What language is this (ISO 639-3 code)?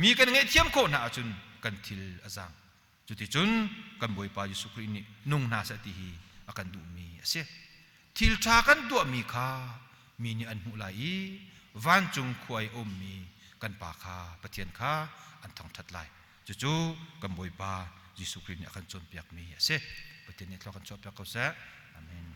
cnh